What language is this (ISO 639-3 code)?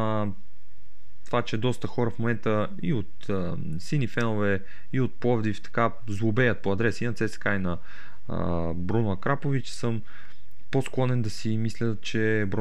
bul